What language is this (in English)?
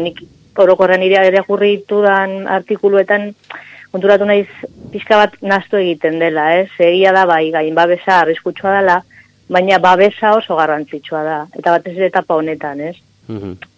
Basque